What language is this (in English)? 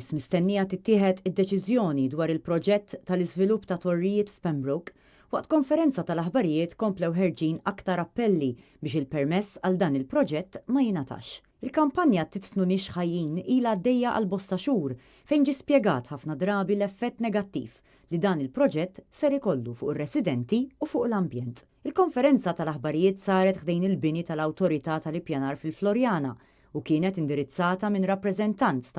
Maltese